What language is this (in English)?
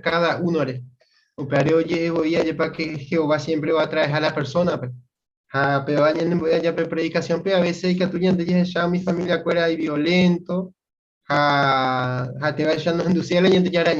Guarani